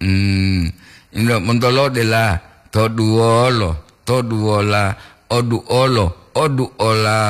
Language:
Gorontalo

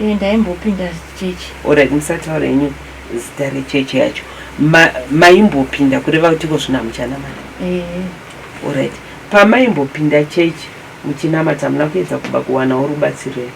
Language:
Shona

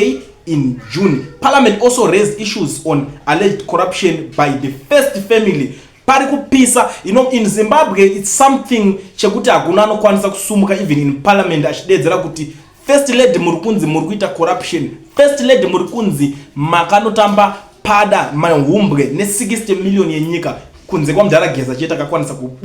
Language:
Shona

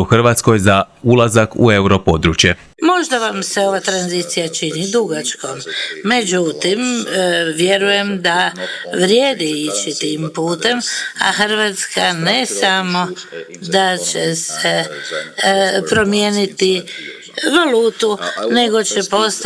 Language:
Croatian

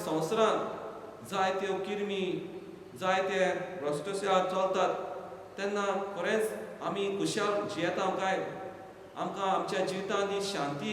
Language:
Konkani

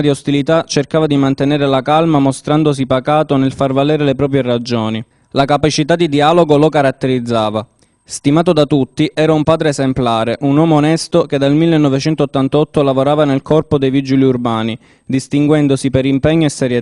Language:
Italian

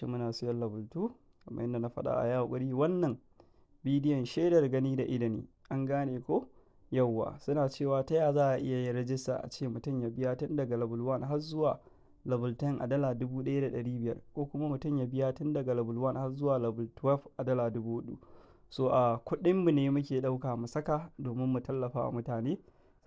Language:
Hausa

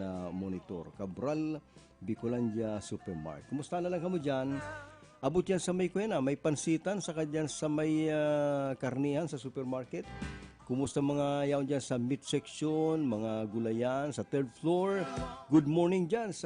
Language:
Bikol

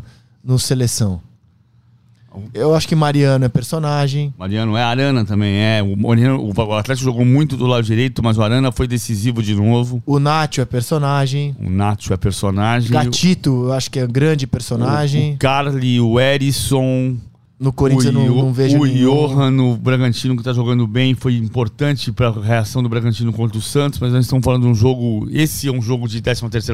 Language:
Portuguese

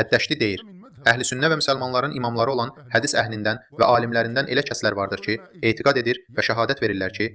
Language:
Azerbaijani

